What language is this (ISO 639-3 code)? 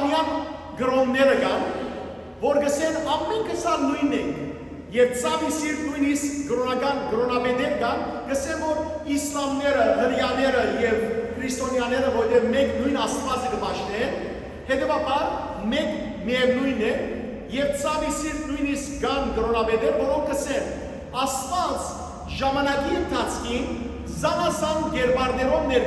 hyw